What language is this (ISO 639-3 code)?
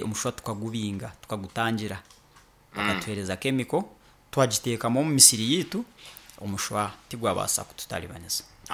nyn